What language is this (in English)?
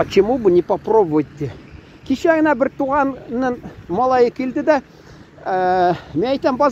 Tatar